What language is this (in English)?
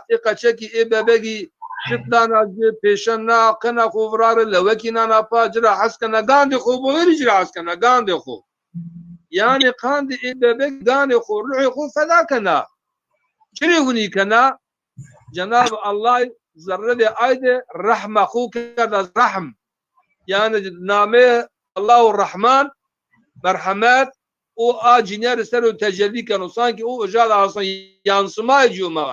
Zaza